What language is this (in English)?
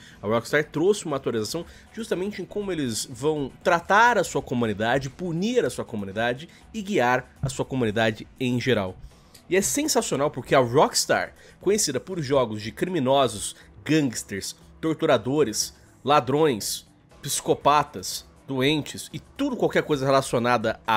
Portuguese